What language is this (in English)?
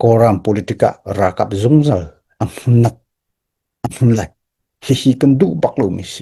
Hakha Chin